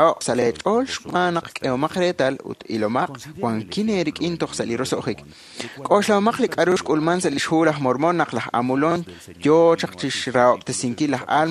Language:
Kekchí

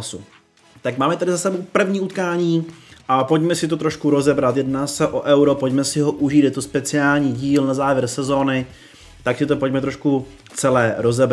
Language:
Czech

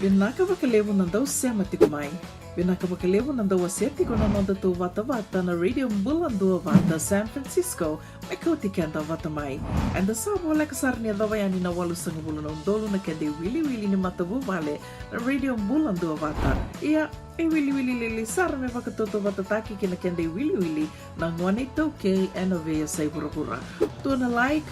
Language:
Fijian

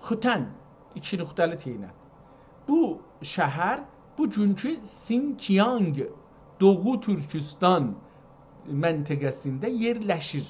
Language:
South Azerbaijani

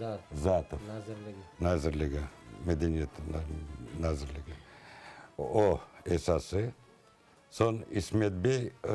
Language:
Crimean Tatar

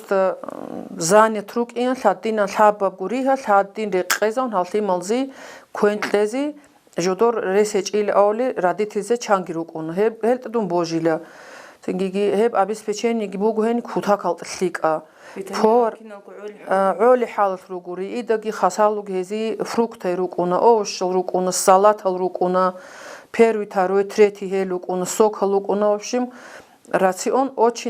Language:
Avaric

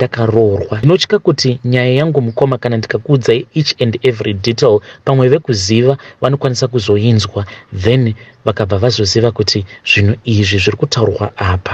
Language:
Shona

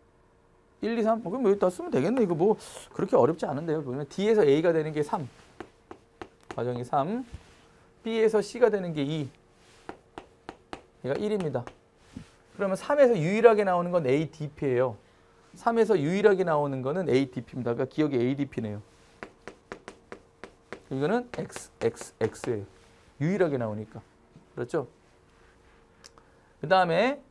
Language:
Korean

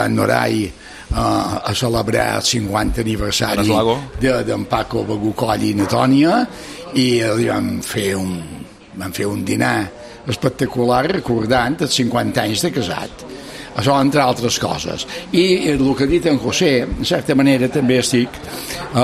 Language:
Catalan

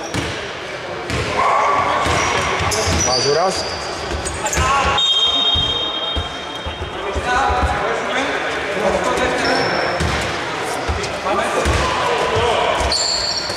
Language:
Greek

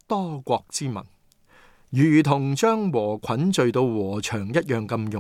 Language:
Cantonese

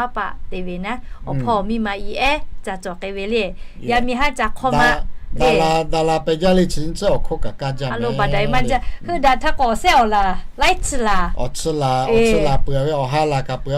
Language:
Lahu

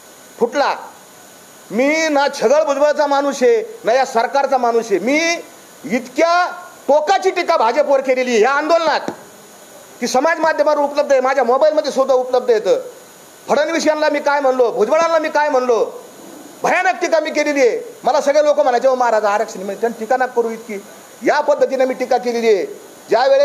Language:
Marathi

